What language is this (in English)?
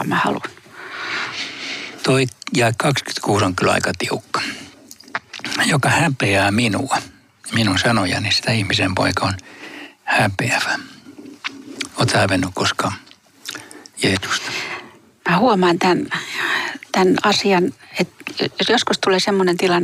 Finnish